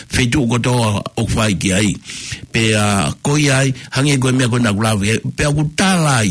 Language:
Tongan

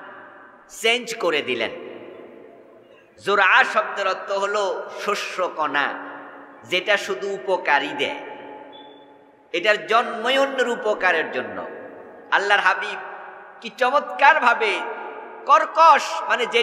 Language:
Bangla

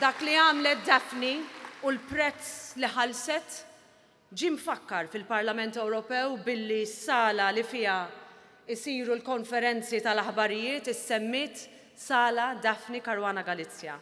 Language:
Maltese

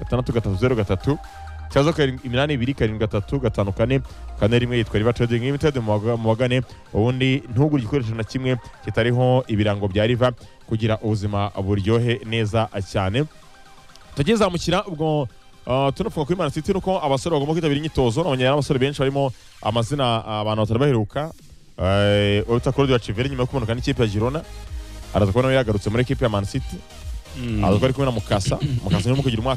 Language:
Kinyarwanda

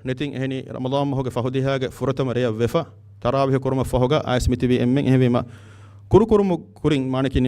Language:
Divehi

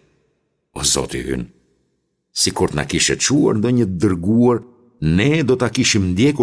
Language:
Albanian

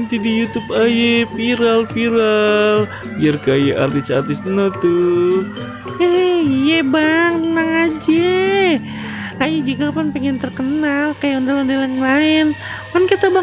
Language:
Betawi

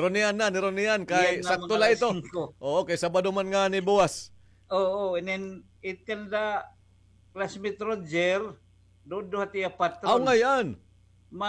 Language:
Waray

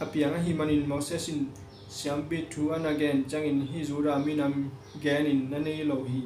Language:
Tedim Chin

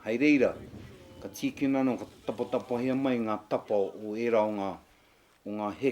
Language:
Māori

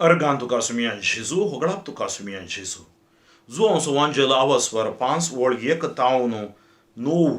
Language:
Konkani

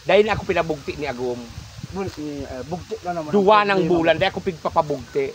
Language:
Bikol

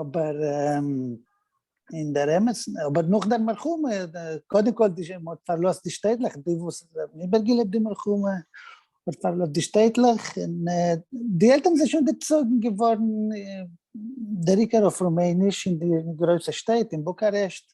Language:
Yiddish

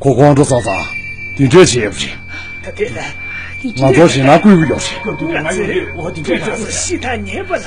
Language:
Tibetan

